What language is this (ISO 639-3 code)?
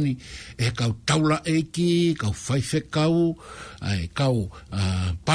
ton